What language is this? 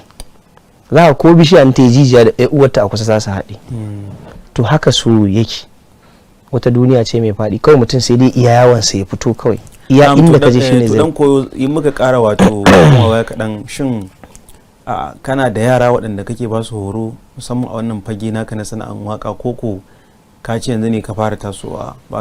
Hausa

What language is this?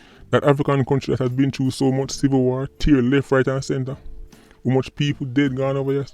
Jamaican Creole English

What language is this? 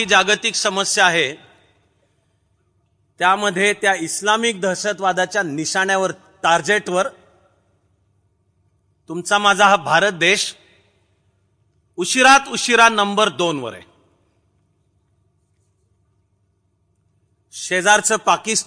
Marathi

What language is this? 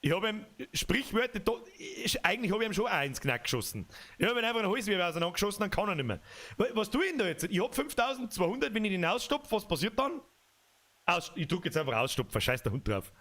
Bavarian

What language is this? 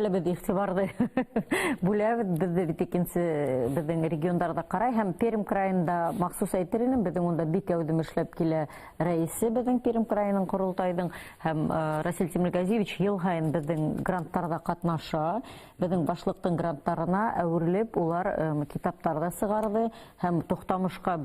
Bashkir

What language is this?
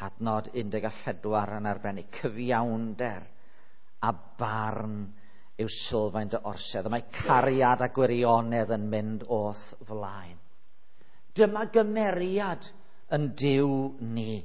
Welsh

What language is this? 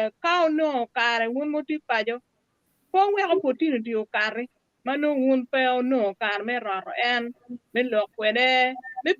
Acoli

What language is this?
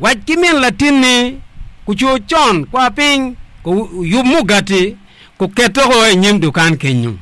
Acoli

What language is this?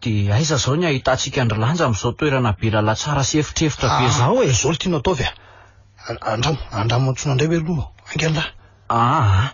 Malagasy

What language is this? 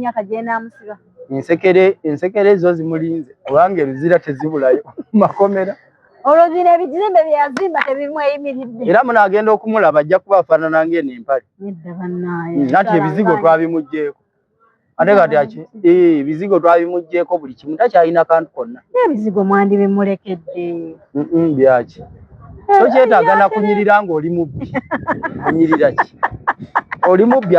Ganda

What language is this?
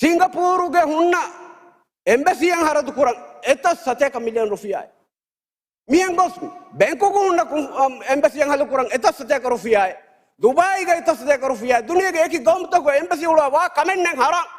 Divehi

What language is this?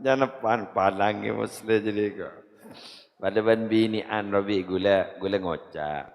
Madurese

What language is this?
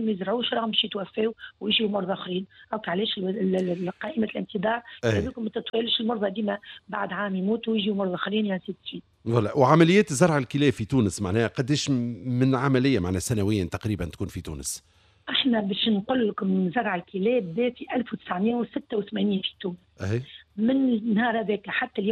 Tunisian Arabic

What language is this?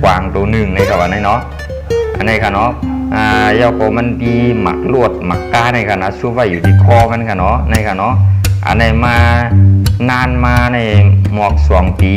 Shan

